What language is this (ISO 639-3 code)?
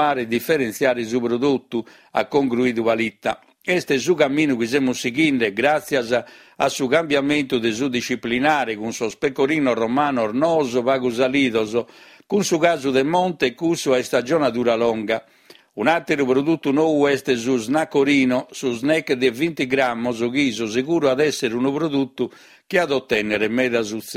srd